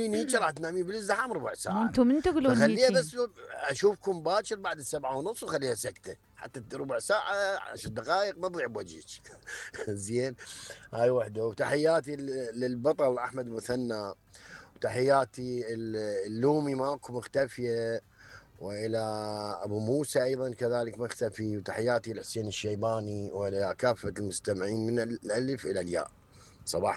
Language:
Mesopotamian Arabic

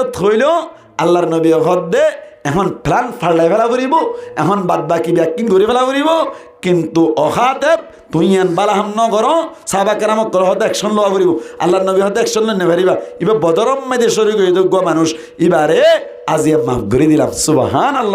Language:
Rohingya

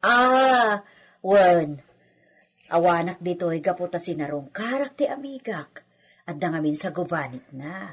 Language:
Iloko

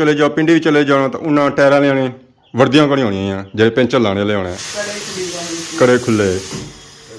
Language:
Pahari-Potwari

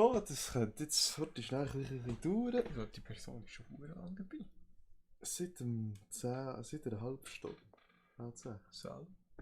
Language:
Swiss German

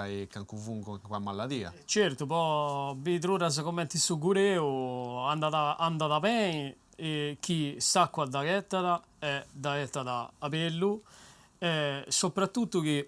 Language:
Sardinian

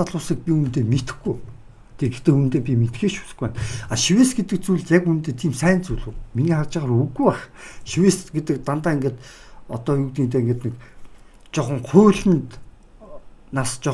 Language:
Mongolian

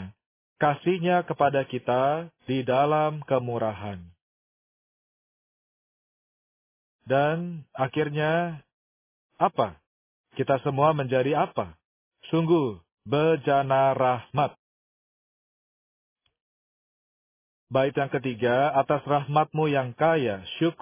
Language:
Indonesian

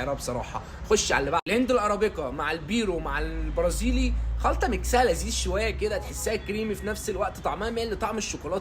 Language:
Egyptian Arabic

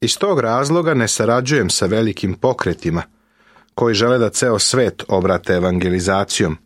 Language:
Serbian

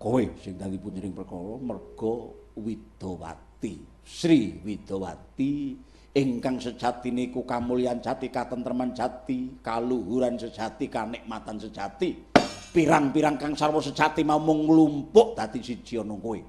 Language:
Javanese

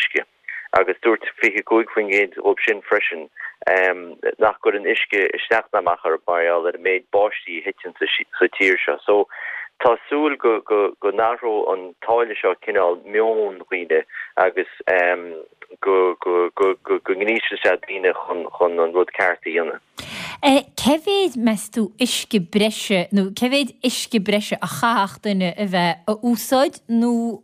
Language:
Irish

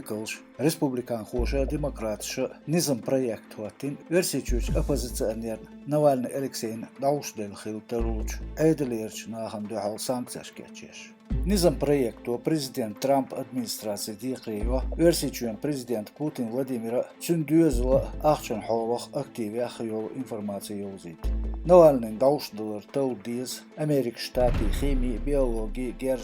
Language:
Chechen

